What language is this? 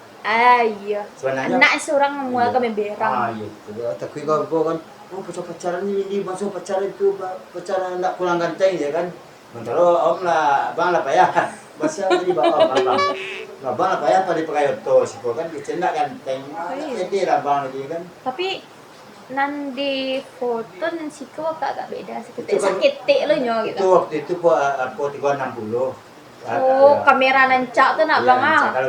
Minangkabau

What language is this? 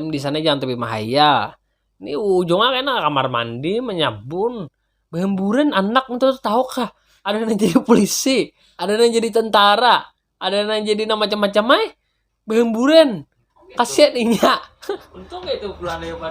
Banjar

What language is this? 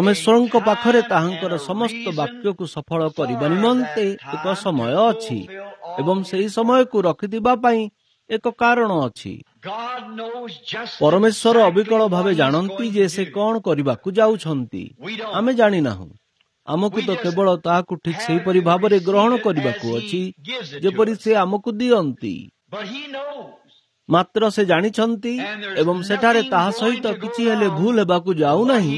Odia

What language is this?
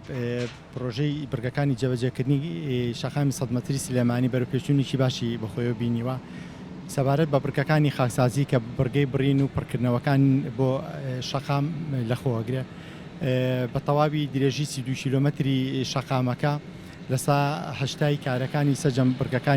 Central Kurdish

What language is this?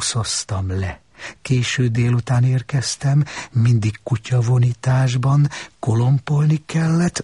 Hungarian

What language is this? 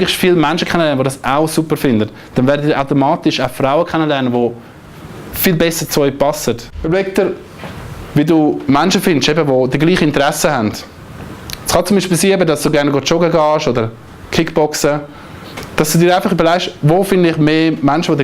Swiss German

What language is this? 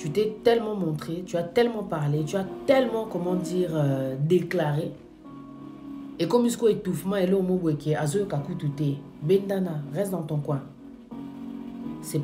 French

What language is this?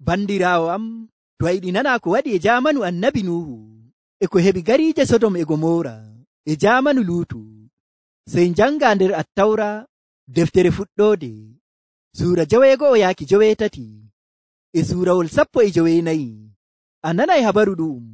Nigerian Fulfulde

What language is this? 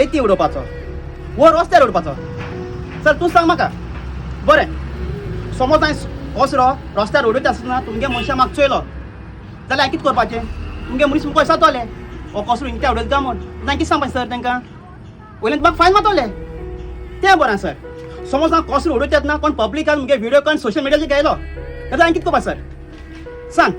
Konkani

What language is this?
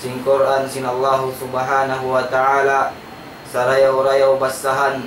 Tausug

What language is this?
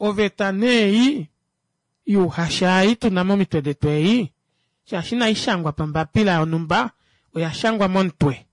Kuanyama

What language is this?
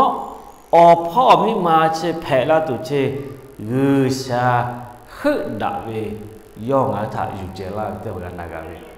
Lahu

